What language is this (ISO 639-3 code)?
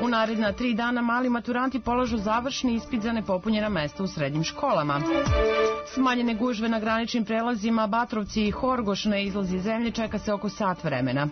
srp